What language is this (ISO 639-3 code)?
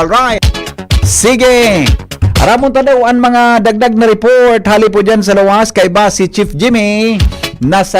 bik